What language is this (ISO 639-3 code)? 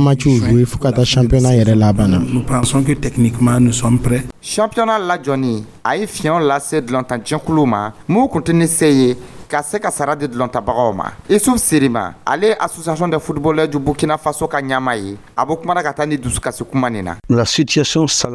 dyu